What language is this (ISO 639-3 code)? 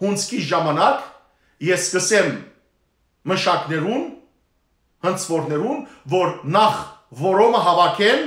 hyw